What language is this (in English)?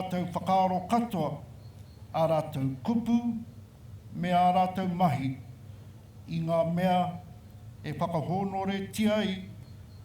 Māori